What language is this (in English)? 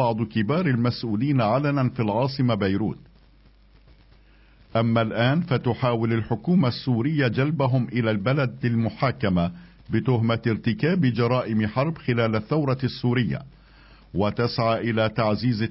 Arabic